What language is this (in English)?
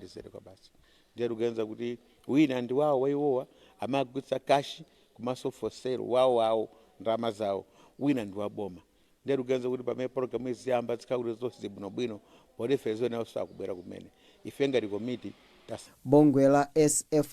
Nyanja